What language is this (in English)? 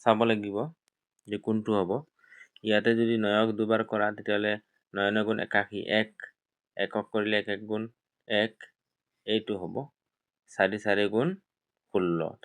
Assamese